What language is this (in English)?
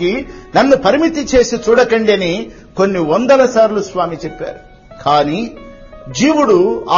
Telugu